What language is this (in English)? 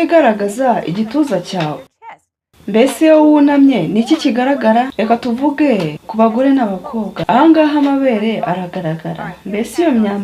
Kinyarwanda